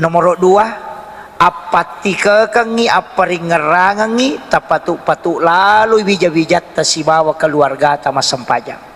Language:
Buginese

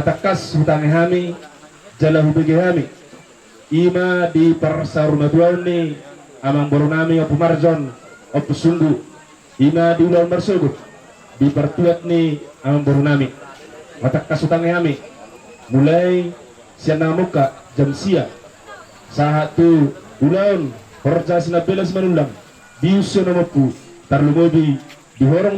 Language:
Batak Toba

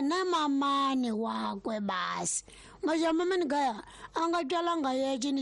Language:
Tsonga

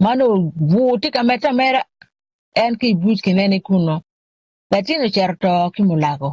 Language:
Acoli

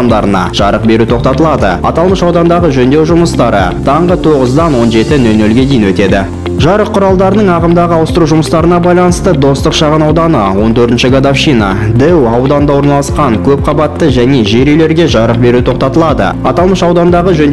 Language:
Kazakh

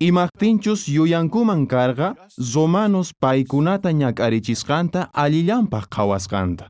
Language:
South Bolivian Quechua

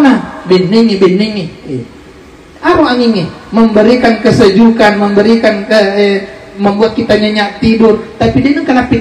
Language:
Buginese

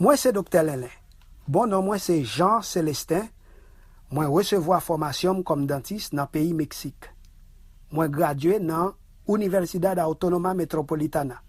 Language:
Haitian Creole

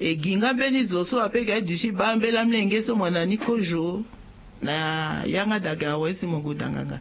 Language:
Sango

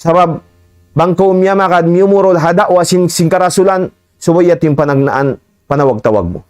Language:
Tausug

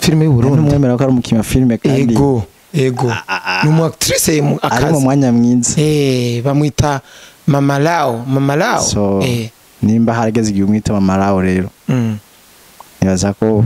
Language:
Rundi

